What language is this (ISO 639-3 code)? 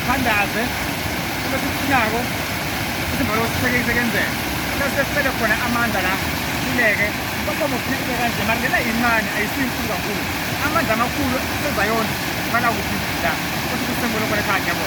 zul